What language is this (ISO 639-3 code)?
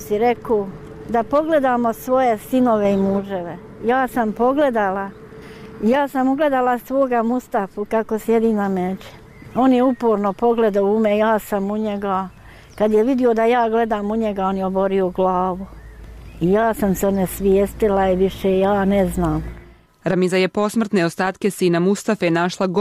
bos